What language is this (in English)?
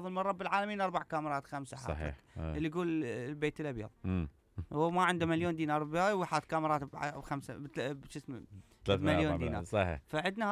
Mesopotamian Arabic